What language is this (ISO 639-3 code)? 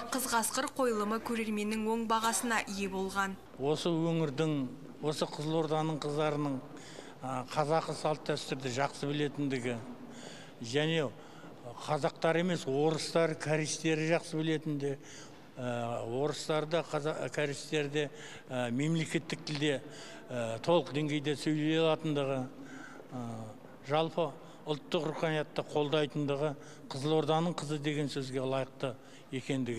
kaz